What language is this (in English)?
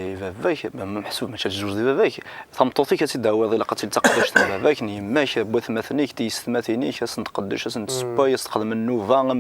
Kabyle